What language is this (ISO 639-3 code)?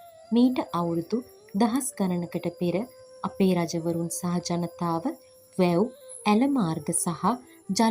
sin